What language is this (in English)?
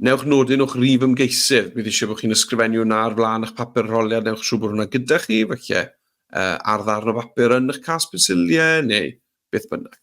Welsh